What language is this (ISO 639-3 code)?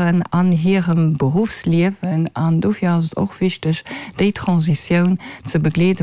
ltz